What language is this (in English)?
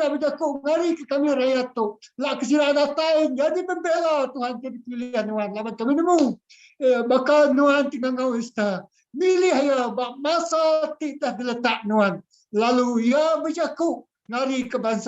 Iban